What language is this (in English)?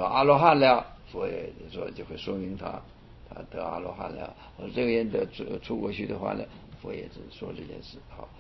Chinese